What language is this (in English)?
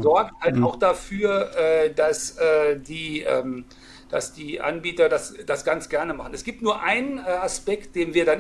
German